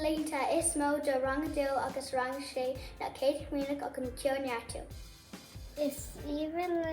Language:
Irish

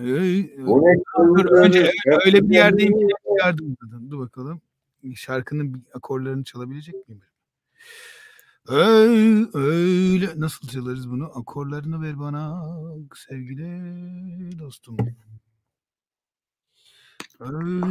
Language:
Turkish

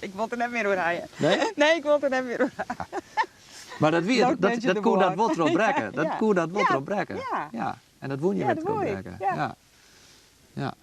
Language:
Western Frisian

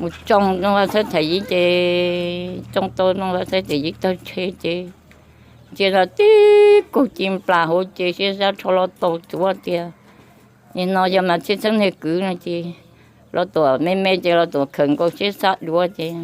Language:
Hmong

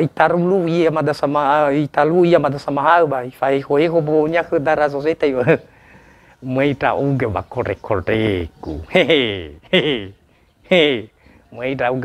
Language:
Nias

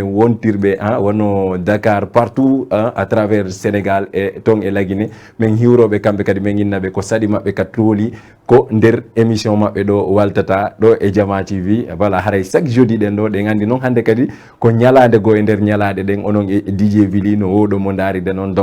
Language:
Fula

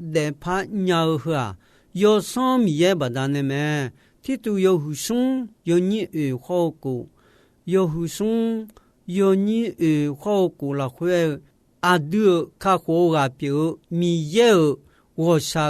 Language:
Akha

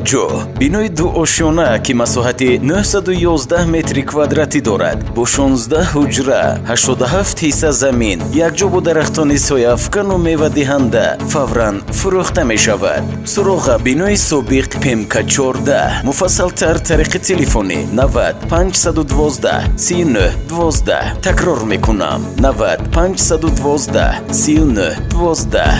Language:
Tajik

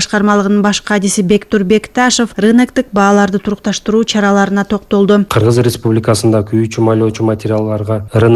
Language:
Kyrgyz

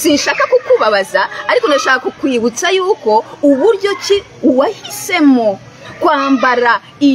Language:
Kinyarwanda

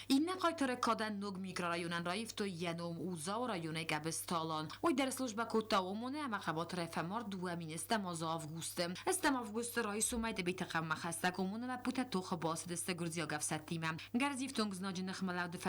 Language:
Ossetic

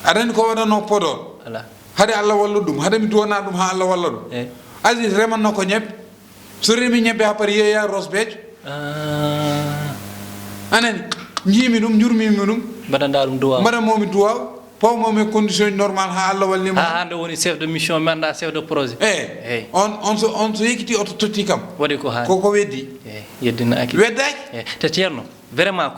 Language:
Fula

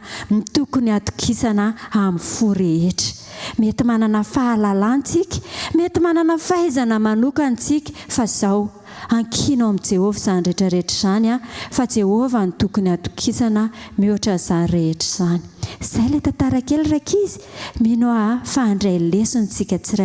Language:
Malagasy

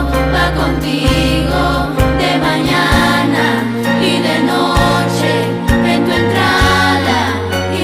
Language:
Ayacucho Quechua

